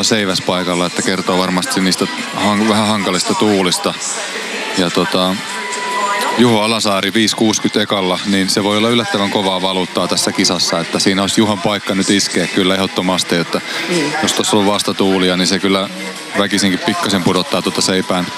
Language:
Finnish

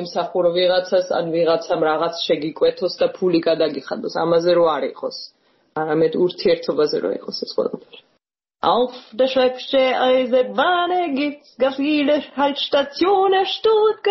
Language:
Georgian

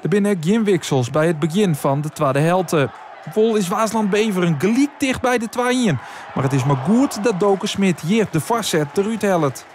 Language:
Western Frisian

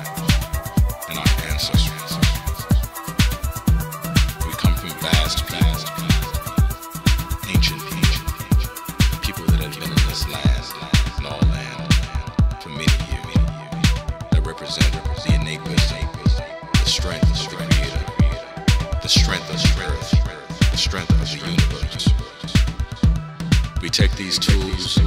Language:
English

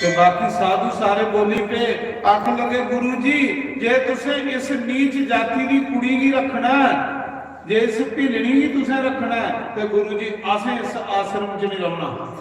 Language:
Dogri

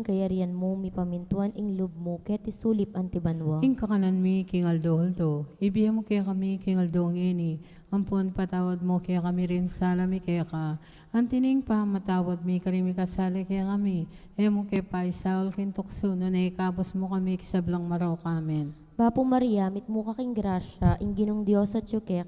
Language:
Pampanga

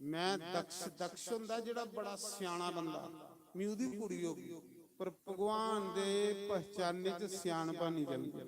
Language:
Dogri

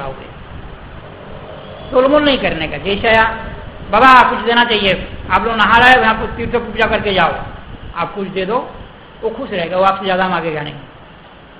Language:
Hindi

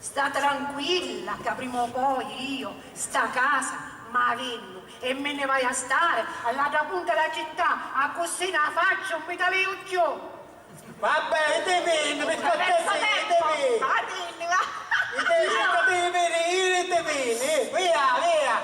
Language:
Sicilian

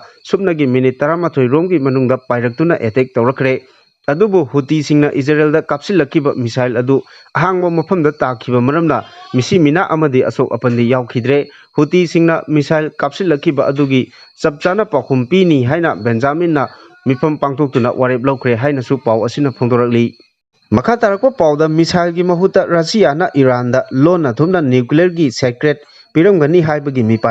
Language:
Manipuri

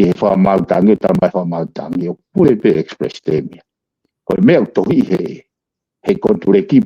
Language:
Tongan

